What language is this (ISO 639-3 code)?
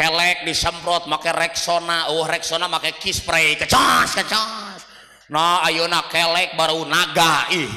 sun